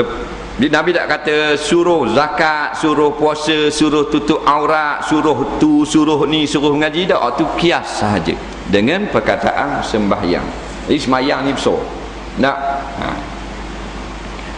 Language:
Malay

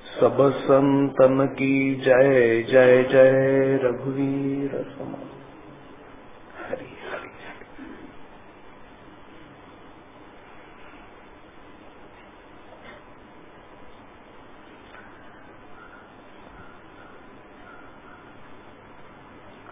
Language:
Marathi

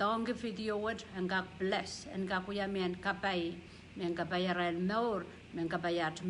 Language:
Pohnpeian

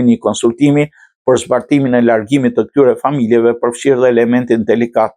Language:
Albanian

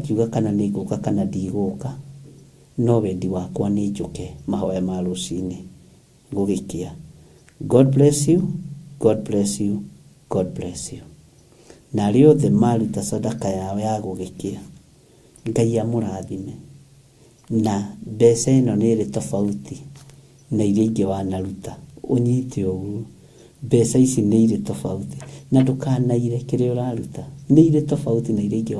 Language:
Kikuyu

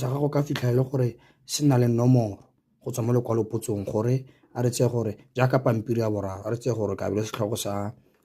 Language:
Tswana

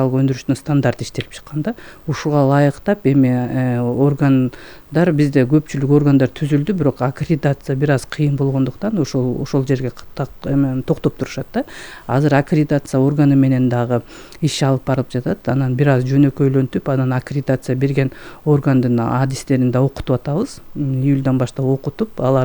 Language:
Kyrgyz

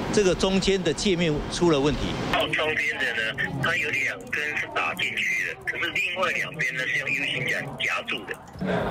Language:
Chinese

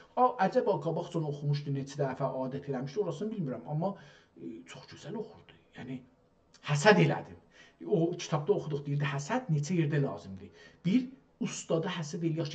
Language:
South Azerbaijani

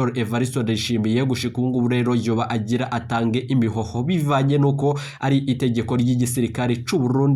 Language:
Rundi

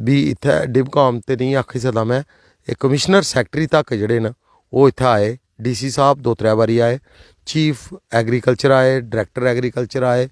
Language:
Dogri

